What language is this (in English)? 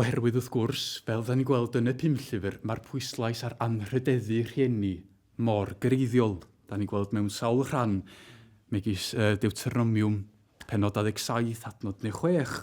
Welsh